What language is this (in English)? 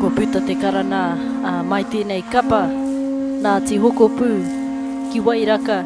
Māori